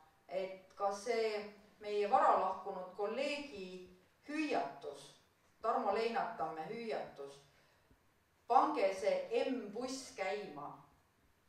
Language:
Estonian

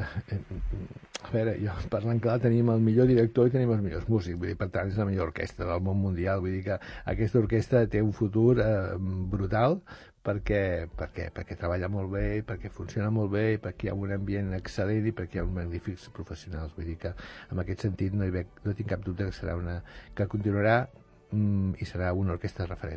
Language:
Catalan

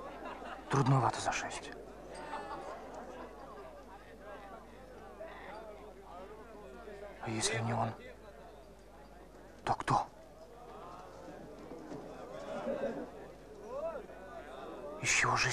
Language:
Russian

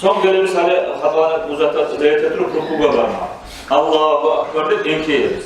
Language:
Kumyk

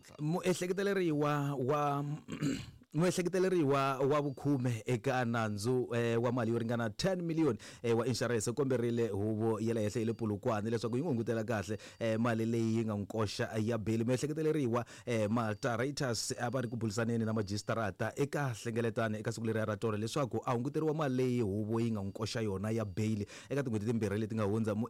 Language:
Tsonga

